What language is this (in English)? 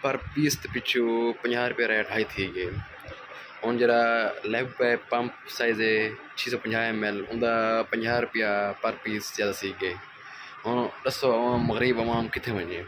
Saraiki